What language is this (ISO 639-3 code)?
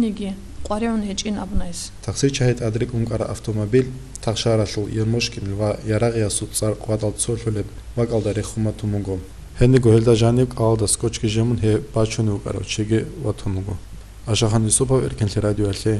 ava